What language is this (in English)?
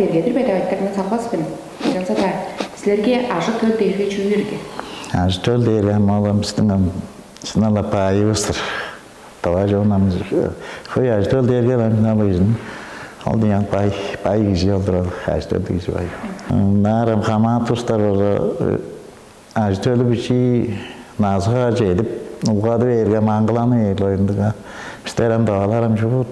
Tuvinian